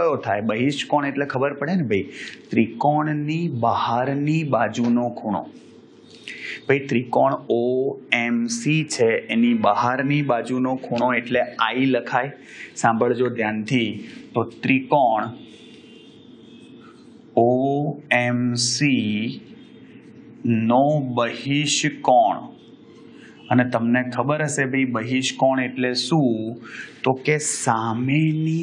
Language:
Gujarati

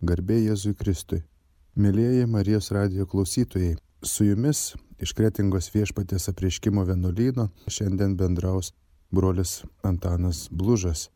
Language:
Lithuanian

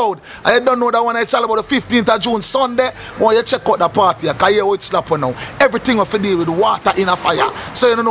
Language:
Jamaican Creole English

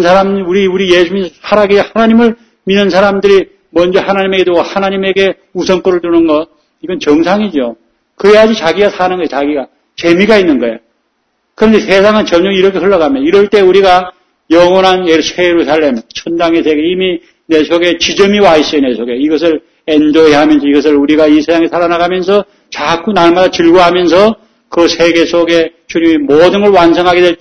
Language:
Korean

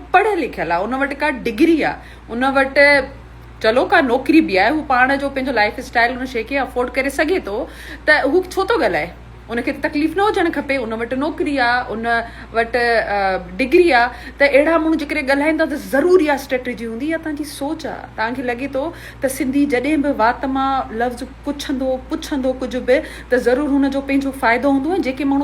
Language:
Sindhi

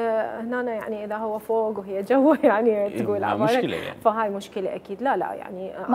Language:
Mesopotamian Arabic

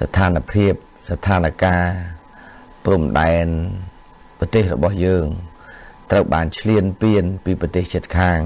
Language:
Khmer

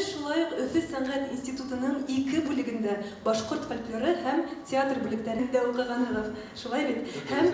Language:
Bashkir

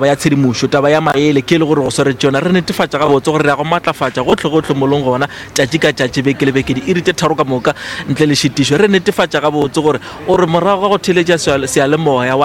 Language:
Northern Sotho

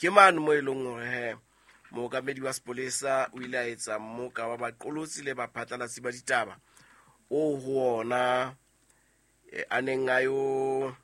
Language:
Southern Sotho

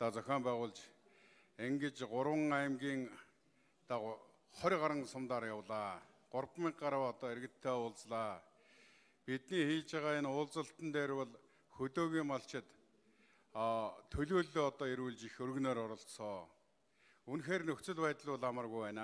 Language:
Mongolian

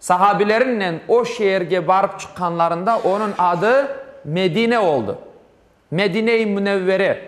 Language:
Crimean Tatar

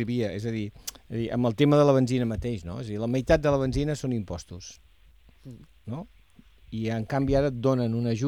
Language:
Catalan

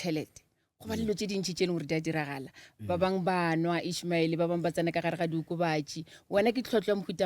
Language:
Northern Sotho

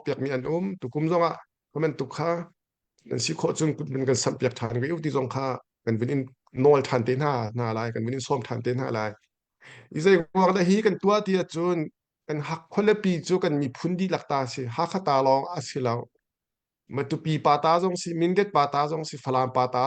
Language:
Hakha Chin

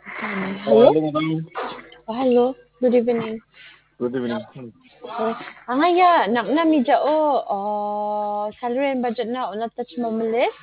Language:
Garo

